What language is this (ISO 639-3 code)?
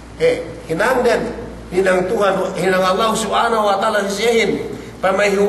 yka